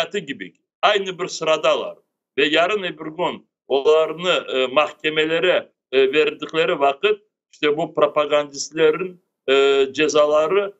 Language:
Crimean Tatar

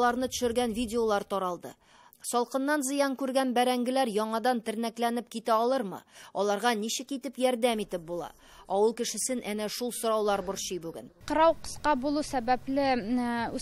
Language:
Tatar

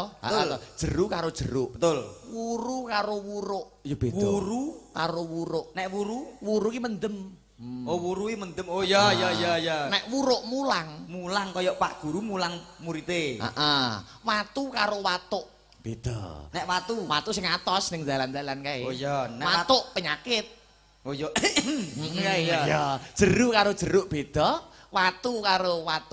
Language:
Javanese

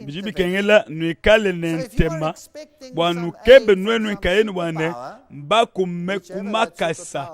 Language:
Luba-Lulua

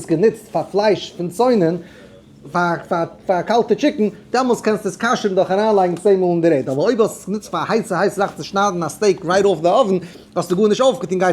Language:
Yiddish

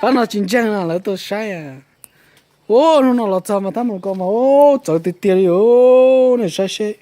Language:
Hmong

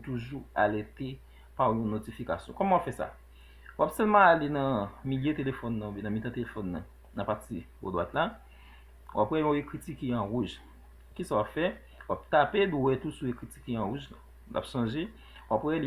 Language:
Haitian Creole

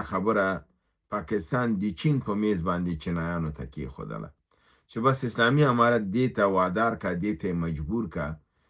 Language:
Pashto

